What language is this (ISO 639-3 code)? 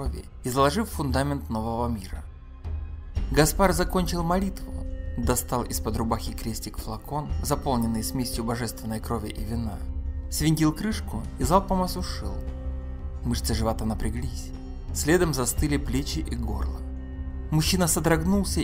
rus